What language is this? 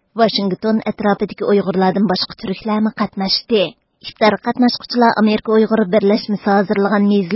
Uyghur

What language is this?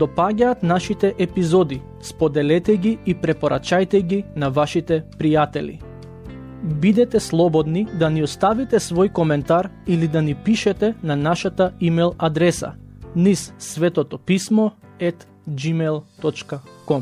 Macedonian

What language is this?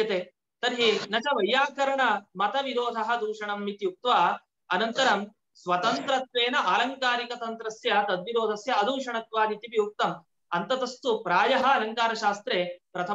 Sanskrit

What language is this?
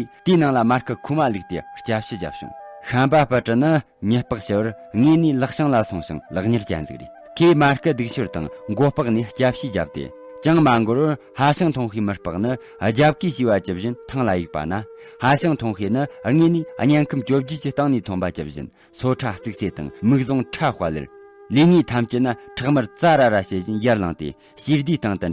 Tibetan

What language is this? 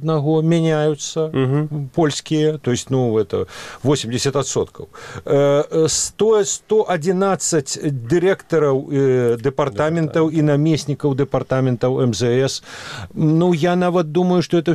Belarusian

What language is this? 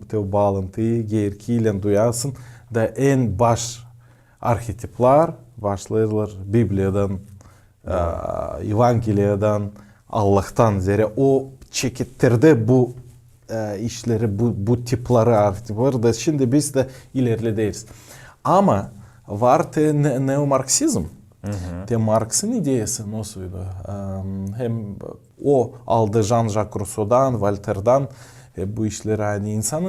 Gagauz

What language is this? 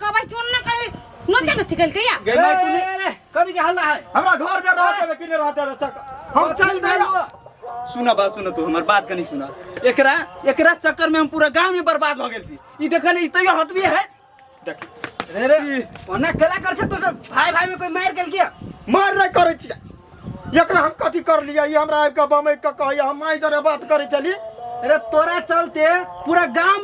Maithili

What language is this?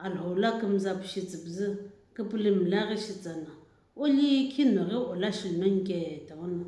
Sumi Naga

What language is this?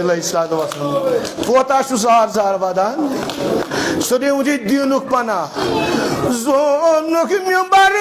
Kashmiri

